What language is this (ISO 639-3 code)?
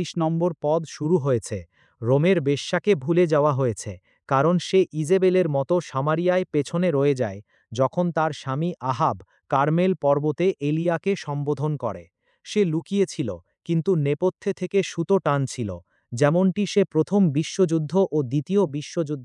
ben